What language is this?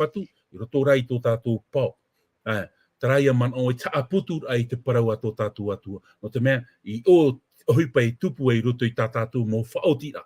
Tahitian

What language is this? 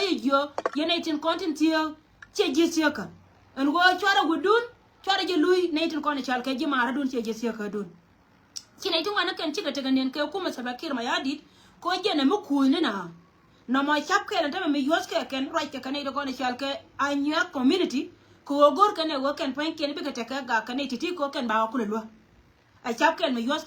Nuer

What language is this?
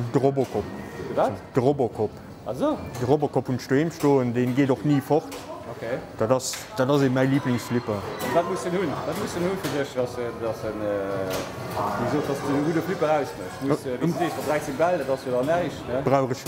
Luxembourgish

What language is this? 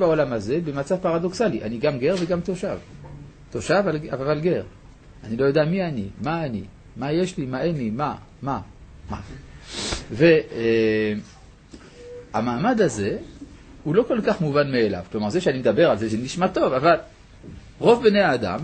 Hebrew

